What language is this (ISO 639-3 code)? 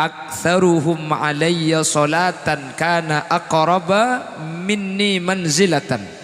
mad